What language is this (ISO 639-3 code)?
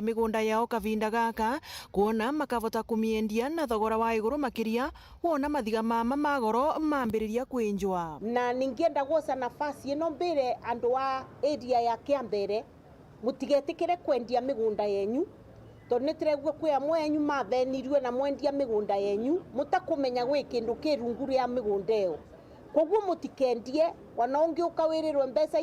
mer